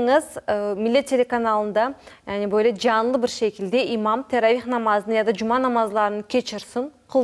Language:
Crimean Tatar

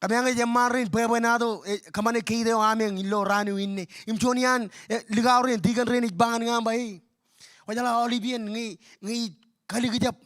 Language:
Marshallese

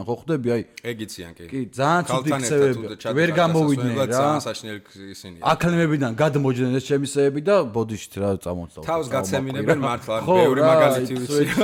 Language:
Georgian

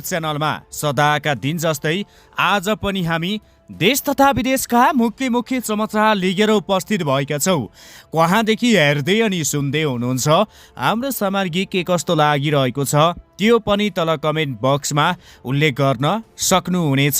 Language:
Nepali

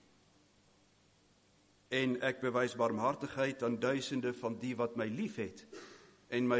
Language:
Afrikaans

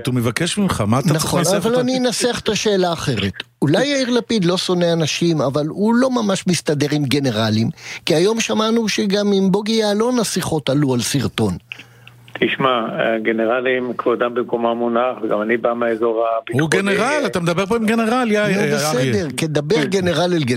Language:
Hebrew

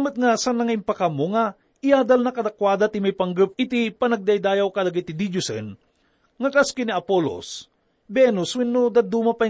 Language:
Iloko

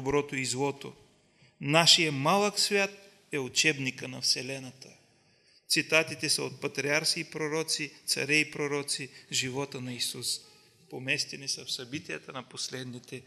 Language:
Bulgarian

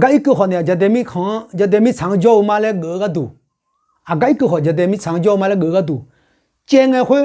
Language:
Akha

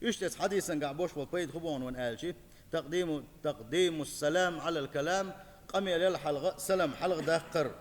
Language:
Chechen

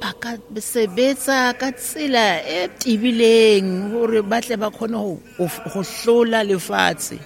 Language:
Southern Sotho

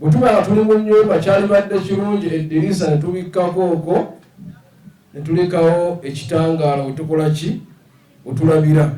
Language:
Ganda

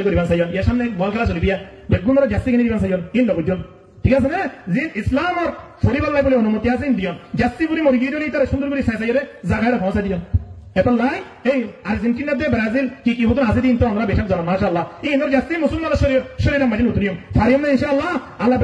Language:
Rohingya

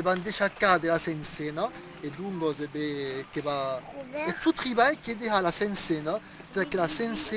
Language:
Occitan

